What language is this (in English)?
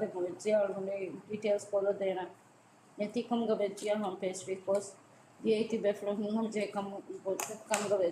Divehi